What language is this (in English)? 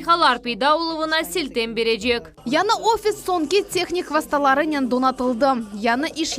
Crimean Tatar